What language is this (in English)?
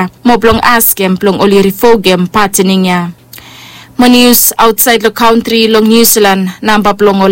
Bislama